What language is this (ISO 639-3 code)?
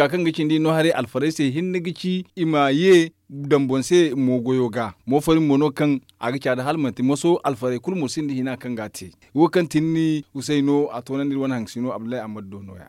dje